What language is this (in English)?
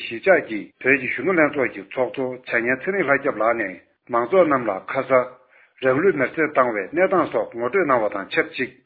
Tibetan